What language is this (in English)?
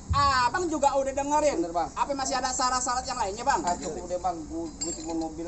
Betawi